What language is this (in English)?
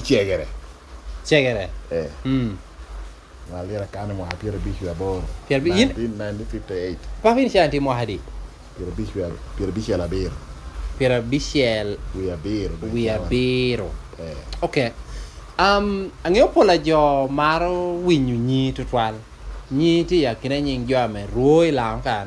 Lango (Uganda)